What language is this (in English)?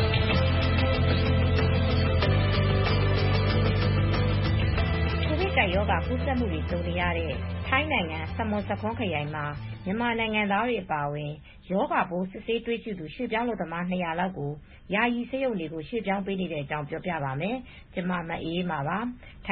Burmese